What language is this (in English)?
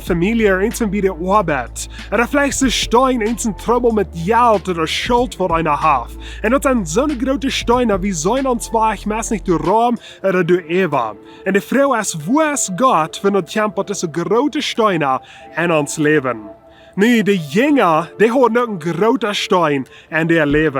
Plautdietsch